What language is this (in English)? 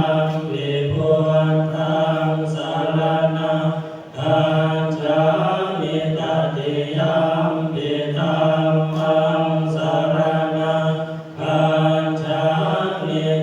Pali